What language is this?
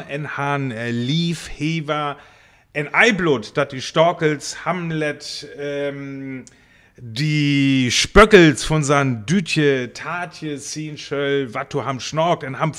Northern Frisian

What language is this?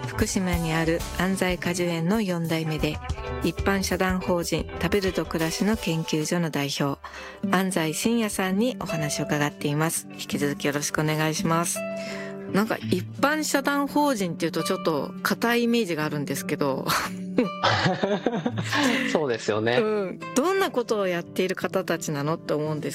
Japanese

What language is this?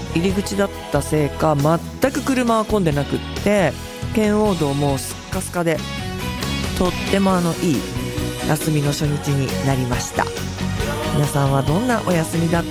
Japanese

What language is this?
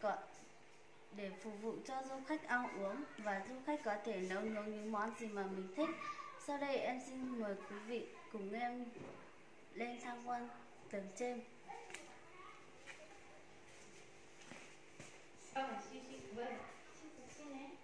Vietnamese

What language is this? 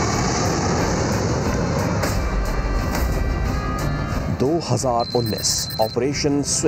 Hindi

